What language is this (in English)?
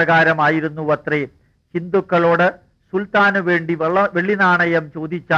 Malayalam